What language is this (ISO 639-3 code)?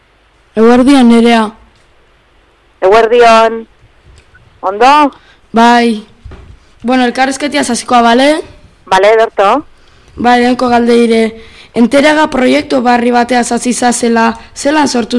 eus